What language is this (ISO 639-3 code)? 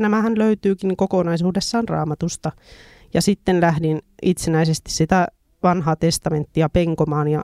fin